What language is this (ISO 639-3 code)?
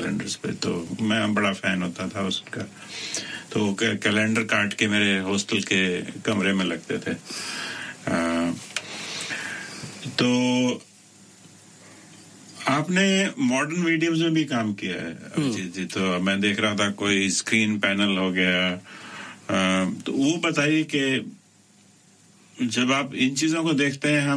hin